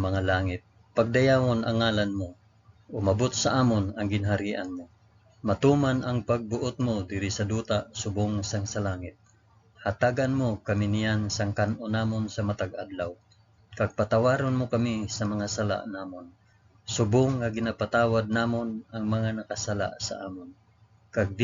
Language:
Hiligaynon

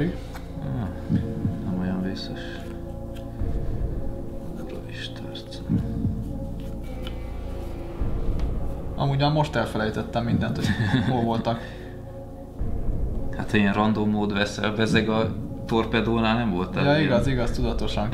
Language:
Hungarian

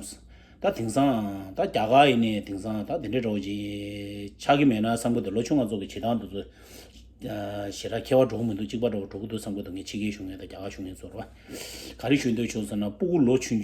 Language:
Tibetan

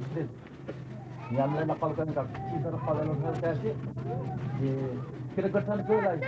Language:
Dehu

